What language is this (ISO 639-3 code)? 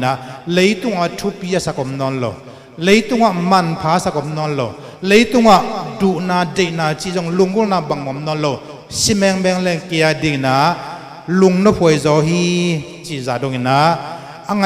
ctd